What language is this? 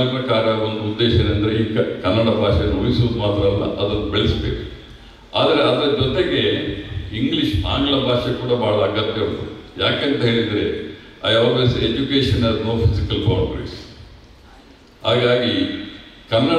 Kannada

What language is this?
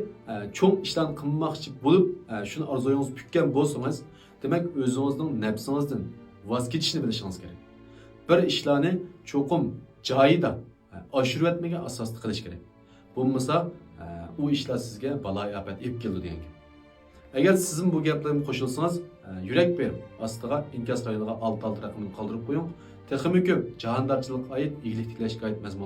Uyghur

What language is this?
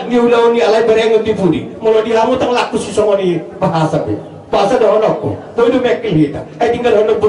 Batak Toba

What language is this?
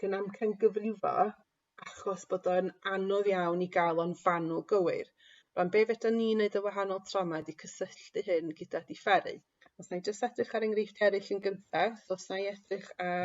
Welsh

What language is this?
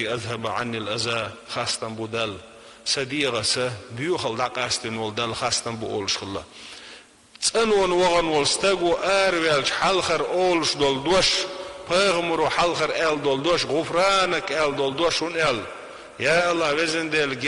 Chechen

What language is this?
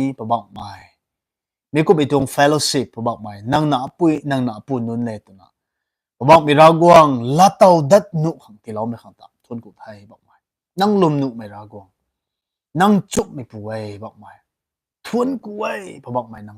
Rongmei Naga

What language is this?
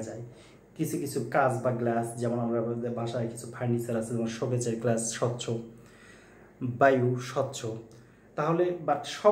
Bangla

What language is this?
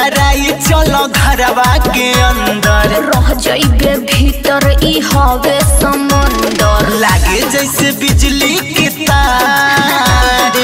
Bhojpuri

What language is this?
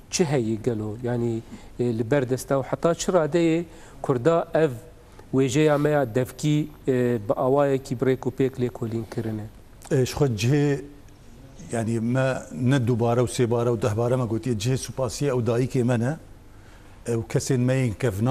Kurdish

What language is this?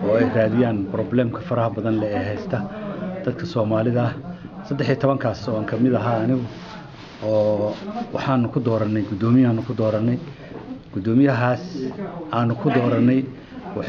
Somali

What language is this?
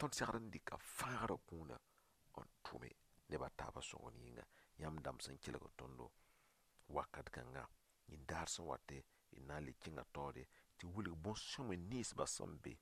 Mossi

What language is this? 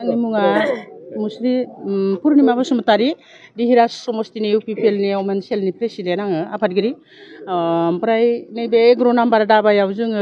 Bodo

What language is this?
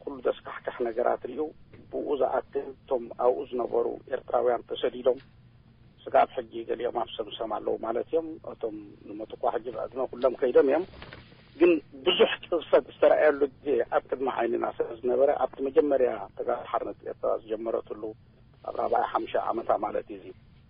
Tigrinya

